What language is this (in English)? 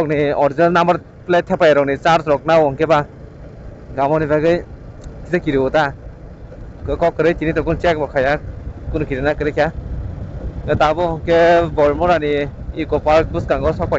Kok Borok